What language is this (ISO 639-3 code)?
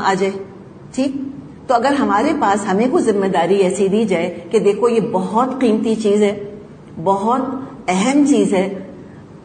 urd